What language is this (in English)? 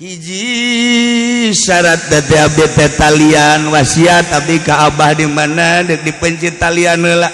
Sundanese